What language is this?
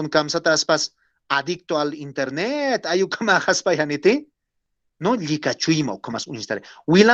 Aymara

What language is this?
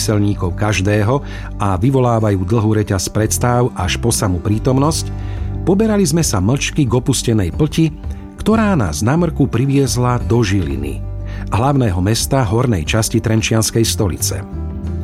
Slovak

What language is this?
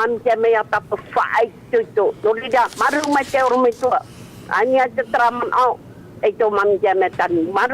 Tahitian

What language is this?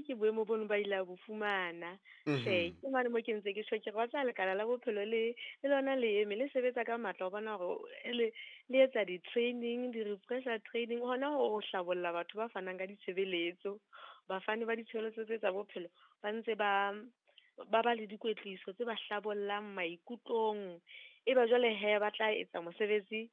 Southern Sotho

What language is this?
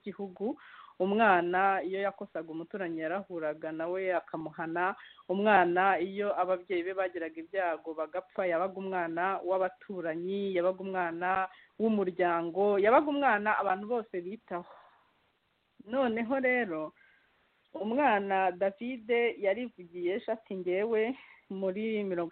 Kinyarwanda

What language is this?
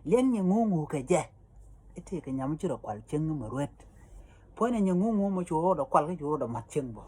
Nuer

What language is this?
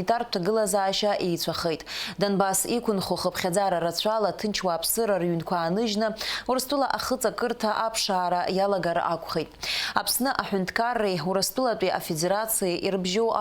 Abkhazian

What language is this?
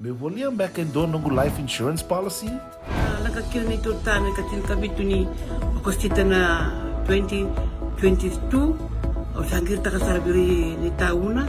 Fijian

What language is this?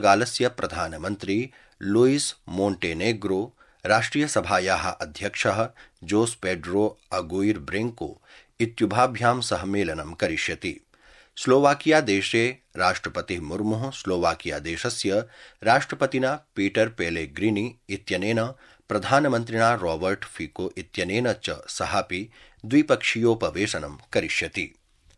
Sanskrit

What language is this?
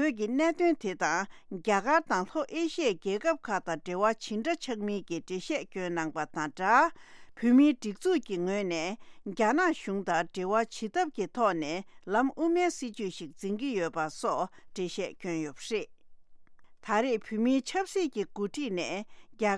Latvian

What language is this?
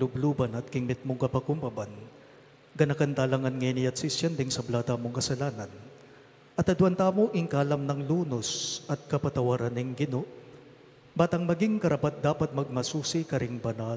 Pampanga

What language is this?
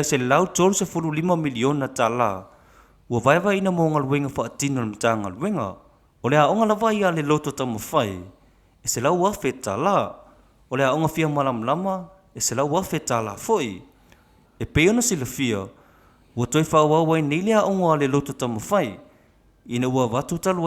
Samoan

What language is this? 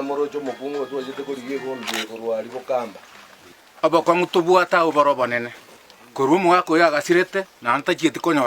Gusii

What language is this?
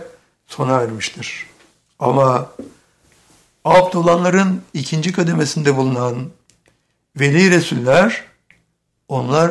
Turkish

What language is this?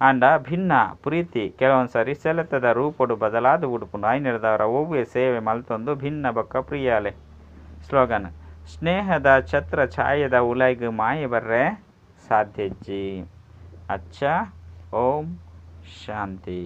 Tulu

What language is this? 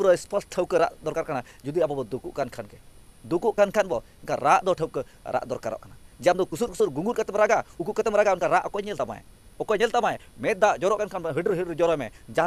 Santali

